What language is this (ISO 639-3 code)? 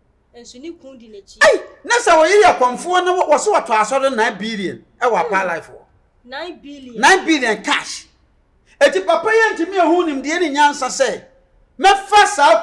aka